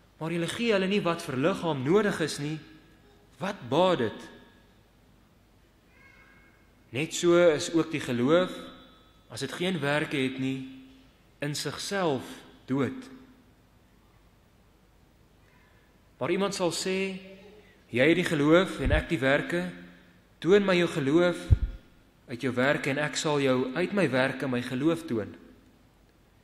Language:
Afrikaans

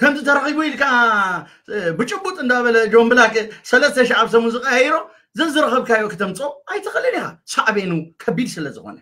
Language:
Tigrinya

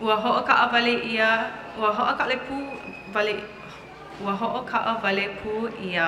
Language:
Hawaiian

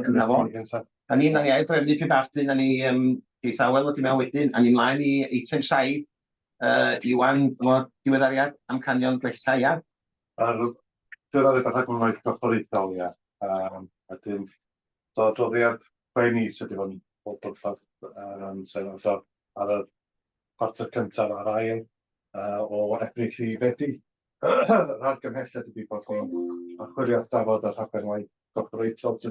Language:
Welsh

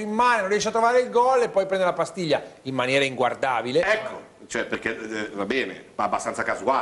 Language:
Italian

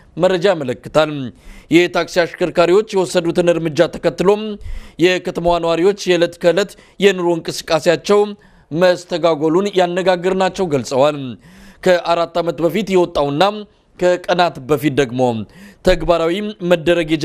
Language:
Amharic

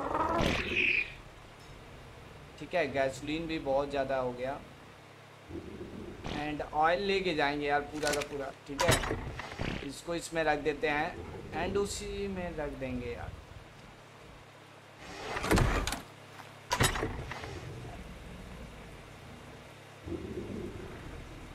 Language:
Hindi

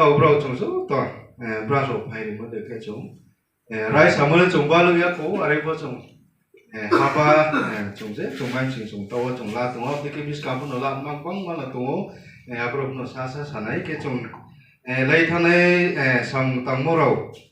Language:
Riang (India)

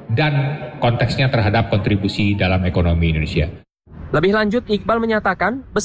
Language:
Indonesian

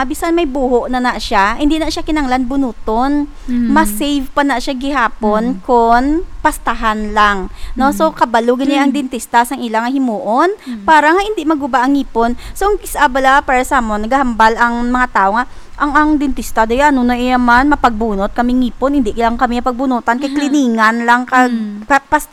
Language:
Hiligaynon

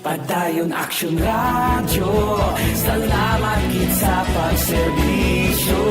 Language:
Hiligaynon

